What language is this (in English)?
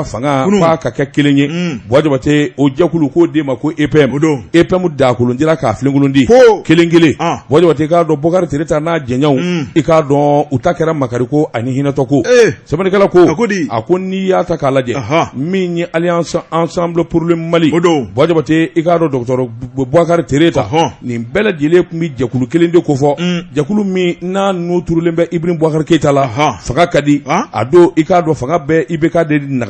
Bambara